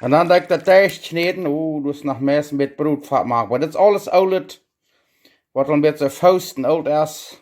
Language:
Plautdietsch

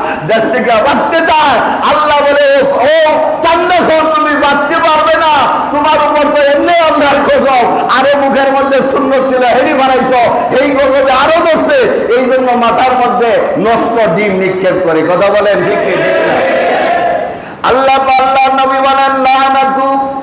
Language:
Bangla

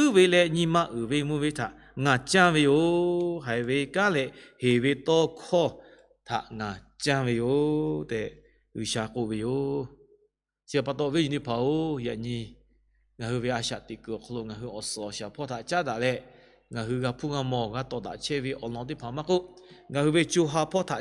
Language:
Lahu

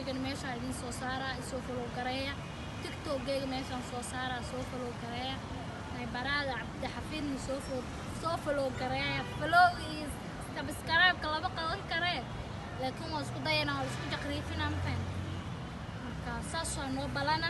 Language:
Somali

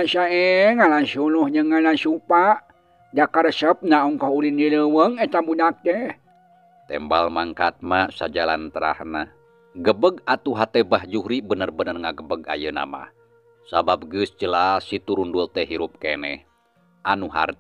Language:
Sundanese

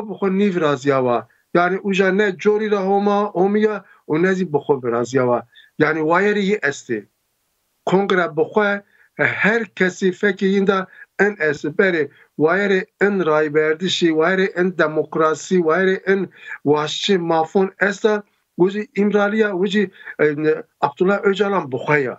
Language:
Zaza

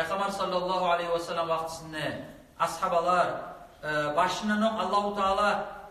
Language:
Kumyk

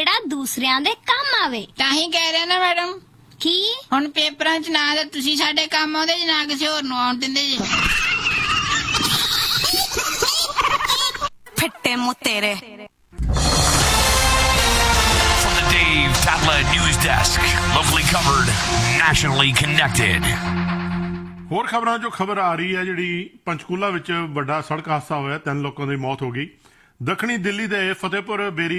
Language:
Punjabi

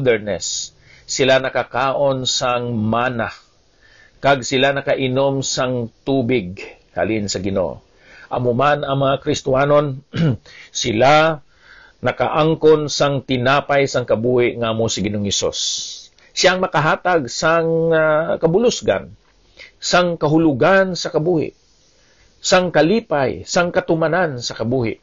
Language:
Hiligaynon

